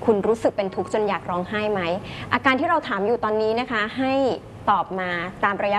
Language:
Thai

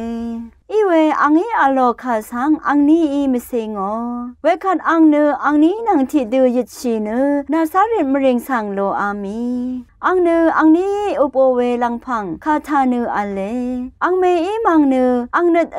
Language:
Rawang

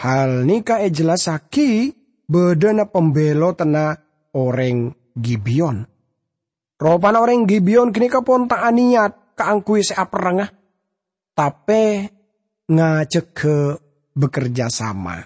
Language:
Madurese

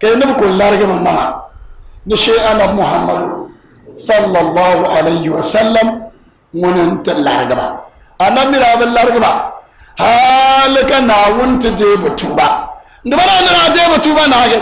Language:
Dagbani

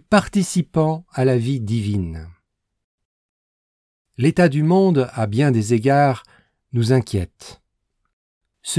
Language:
French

